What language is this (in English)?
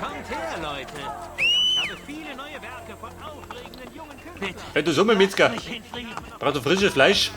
Bavarian